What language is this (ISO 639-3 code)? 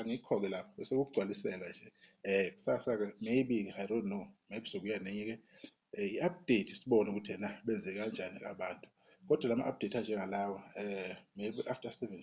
zul